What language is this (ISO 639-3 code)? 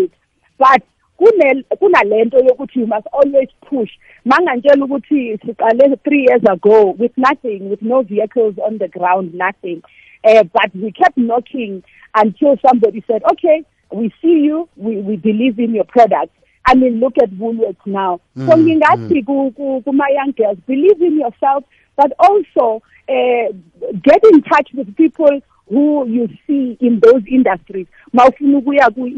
nbl